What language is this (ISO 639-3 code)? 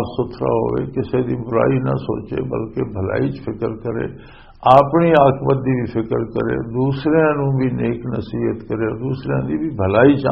lah